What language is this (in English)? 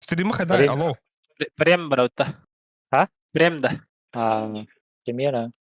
Yakut